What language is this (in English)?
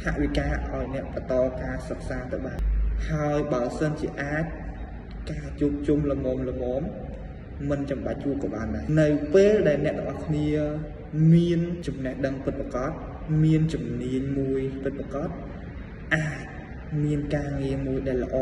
Khmer